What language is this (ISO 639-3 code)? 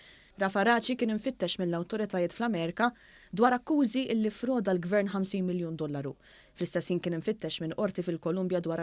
mlt